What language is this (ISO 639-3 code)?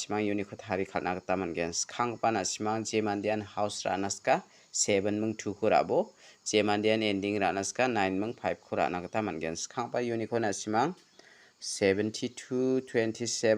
grt